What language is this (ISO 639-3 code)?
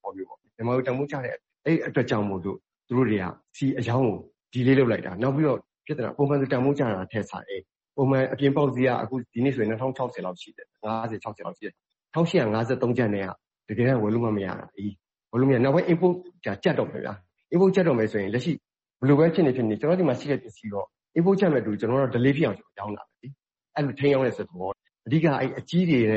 mya